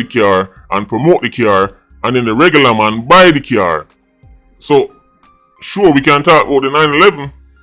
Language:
Jamaican Creole English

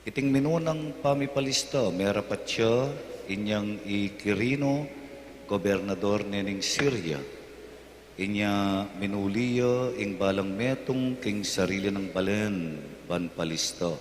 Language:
Pampanga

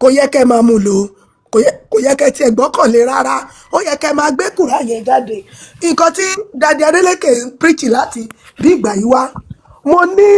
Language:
Yoruba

